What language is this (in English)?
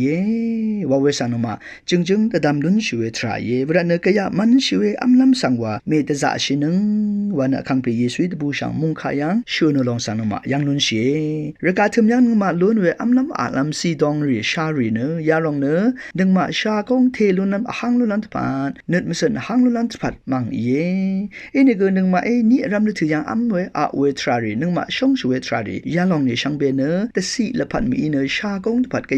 Rawang